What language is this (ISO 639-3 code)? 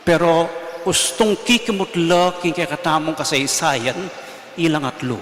pam